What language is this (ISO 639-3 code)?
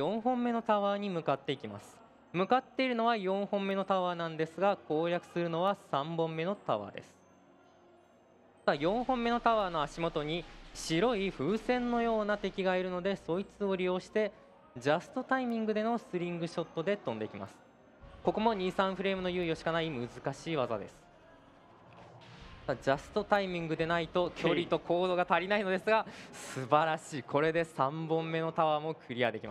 jpn